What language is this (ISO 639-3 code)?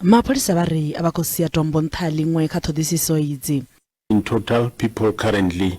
ven